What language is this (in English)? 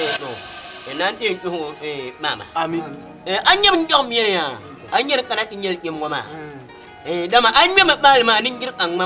Dagbani